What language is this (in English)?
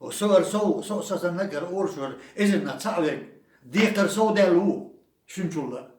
Chechen